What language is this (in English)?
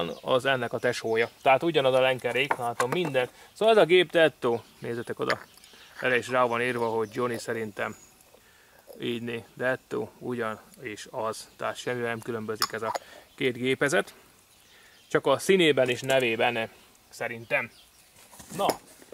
Hungarian